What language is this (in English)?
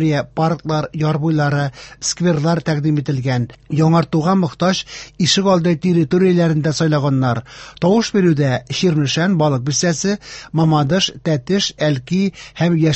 Tatar